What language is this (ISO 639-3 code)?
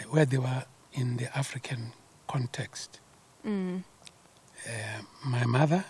ven